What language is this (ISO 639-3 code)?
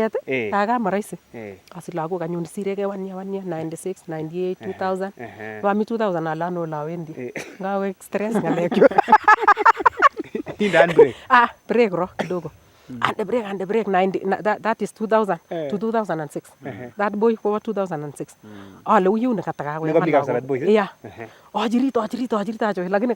niq